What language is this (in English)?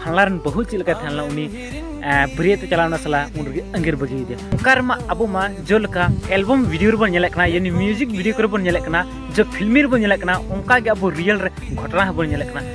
Santali